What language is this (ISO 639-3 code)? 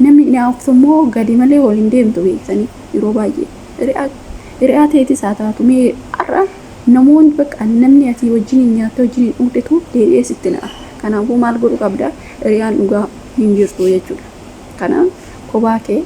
orm